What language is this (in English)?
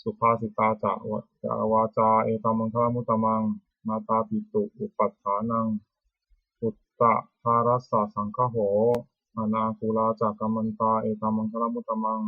Pali